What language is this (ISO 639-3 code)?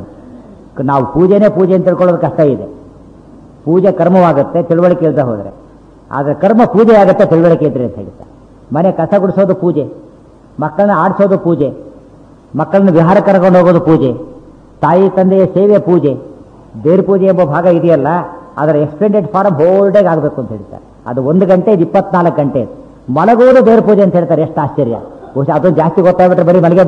kan